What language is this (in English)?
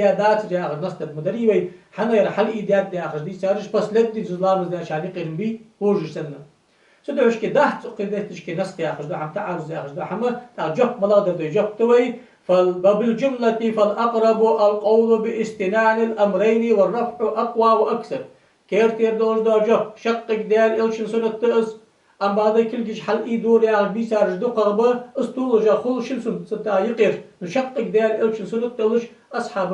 Ingush